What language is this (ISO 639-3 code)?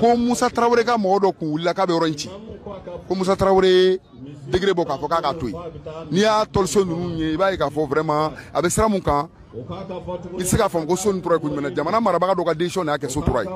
bam